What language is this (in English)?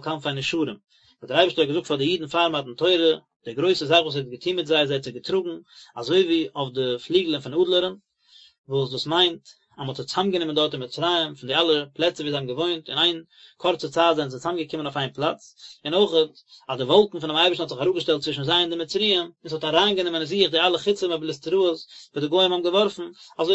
Yiddish